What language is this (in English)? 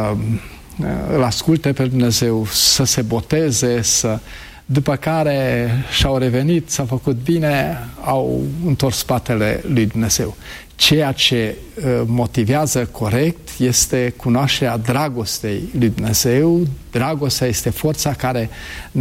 Romanian